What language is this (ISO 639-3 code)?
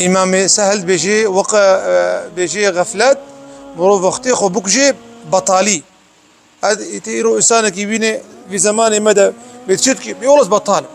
kur